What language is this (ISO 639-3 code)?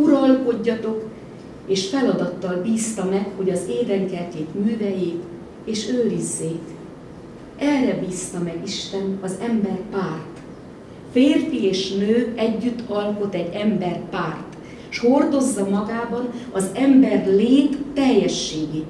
hun